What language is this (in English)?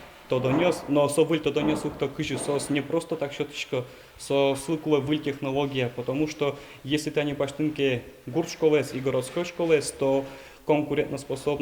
Udmurt